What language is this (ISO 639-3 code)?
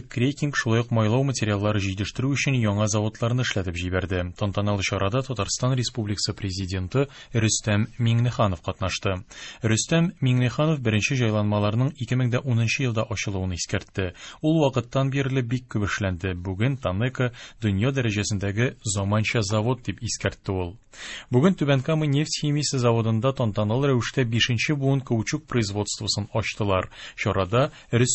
tat